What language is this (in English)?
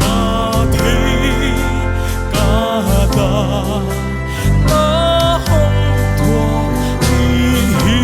Paite Chin